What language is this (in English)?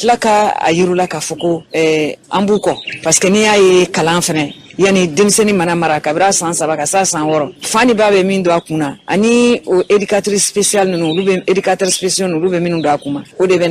Bambara